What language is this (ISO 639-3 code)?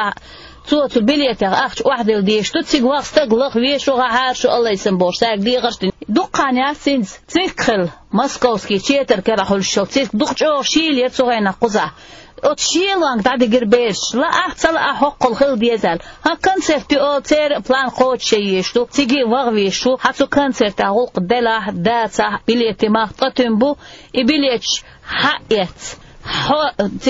che